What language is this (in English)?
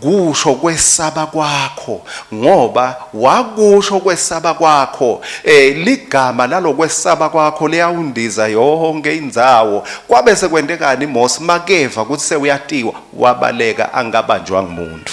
Swati